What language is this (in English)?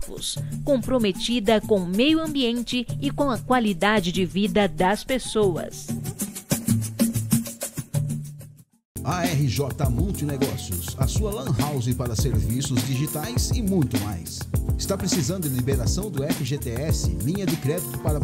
Portuguese